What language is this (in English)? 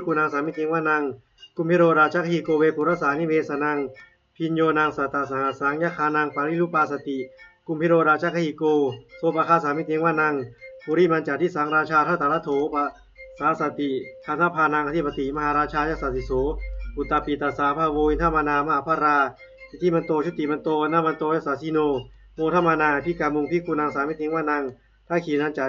Pali